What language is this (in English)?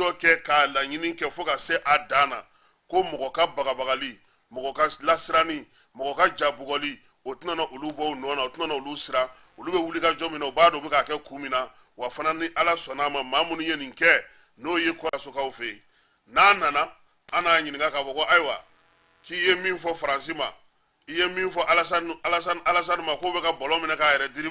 Bambara